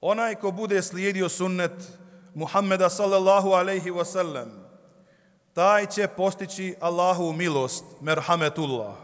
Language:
Bosnian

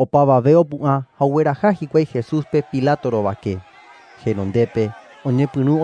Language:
Guarani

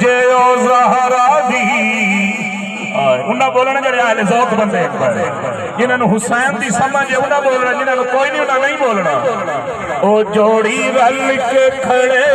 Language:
Saraiki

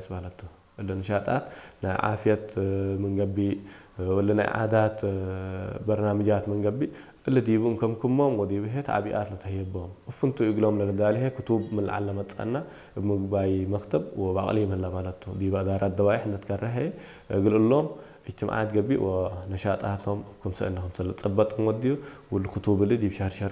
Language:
Tigre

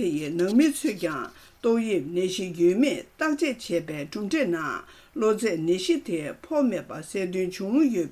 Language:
Tibetan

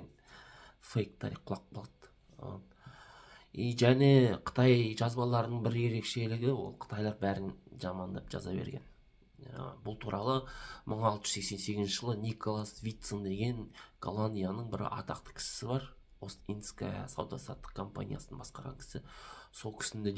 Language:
Kazakh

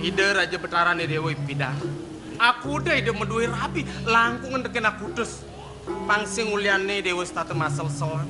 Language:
Balinese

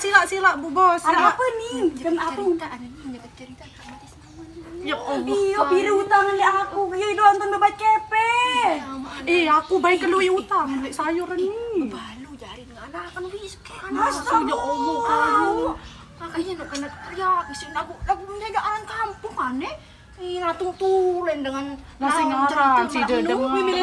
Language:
Sasak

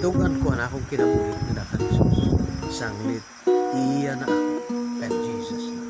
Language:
Waray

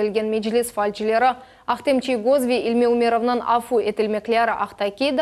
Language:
Crimean Tatar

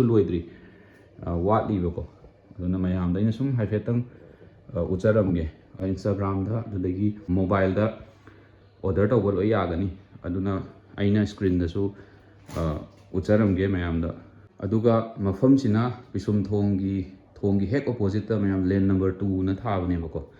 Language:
Manipuri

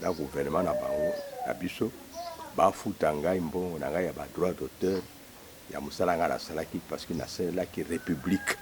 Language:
Lingala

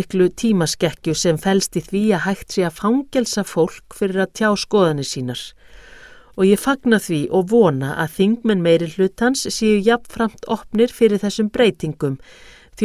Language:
Icelandic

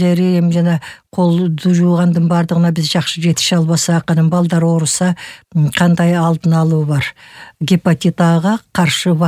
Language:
Kyrgyz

